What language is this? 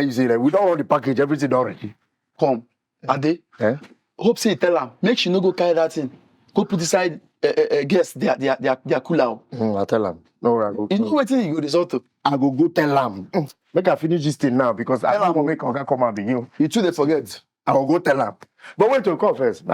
Nigerian Pidgin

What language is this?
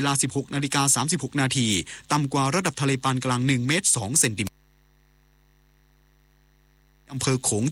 Thai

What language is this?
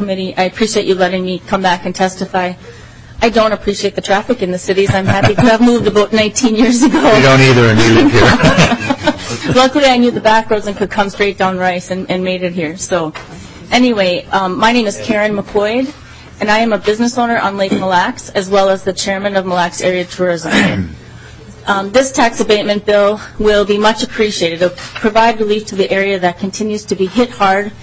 English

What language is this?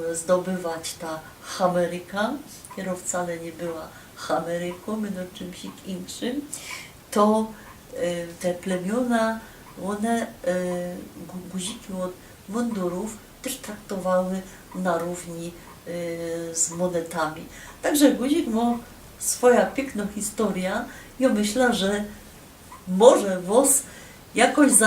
Silesian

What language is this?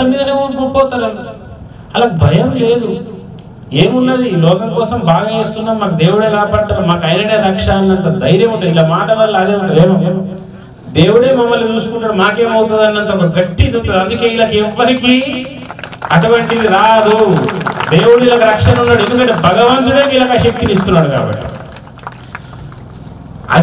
Telugu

